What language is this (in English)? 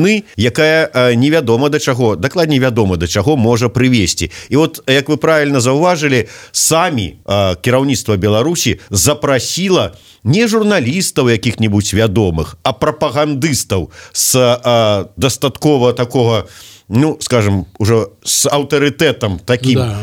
Belarusian